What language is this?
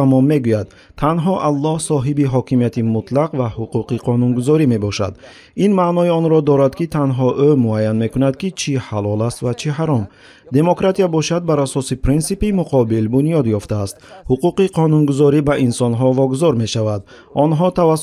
Tajik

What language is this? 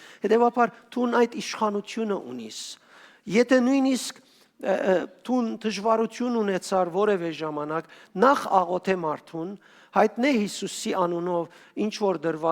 Western Armenian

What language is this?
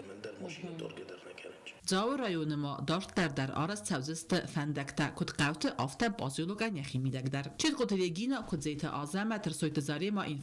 Ossetic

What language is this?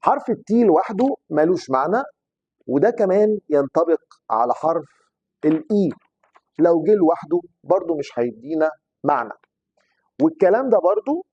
Egyptian Arabic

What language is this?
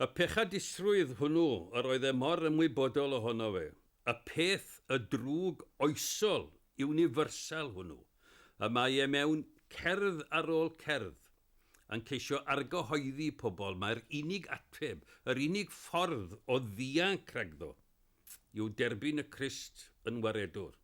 Welsh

